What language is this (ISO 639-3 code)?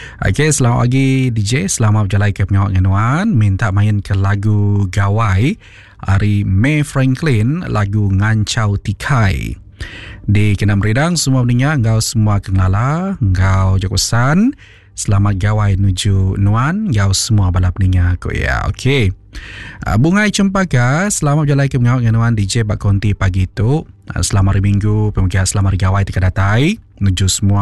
iba